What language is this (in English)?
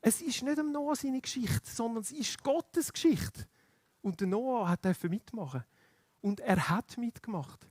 Swiss German